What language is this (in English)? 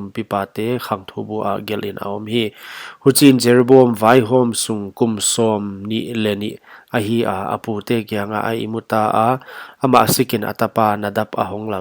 Paite Chin